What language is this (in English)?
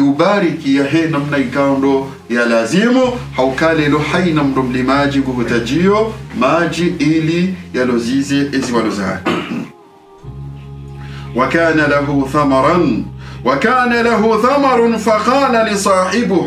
Swahili